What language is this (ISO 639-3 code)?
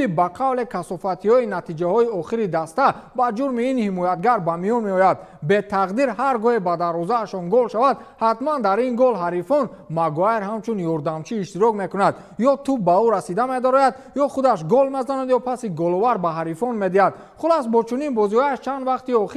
tgk